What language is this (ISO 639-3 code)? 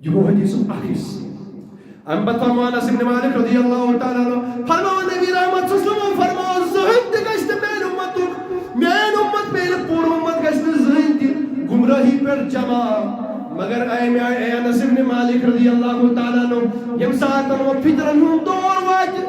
kas